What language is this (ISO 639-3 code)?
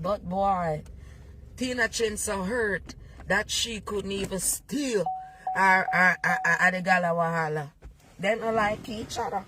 jam